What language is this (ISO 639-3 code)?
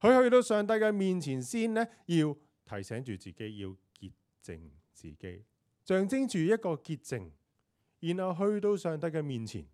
yue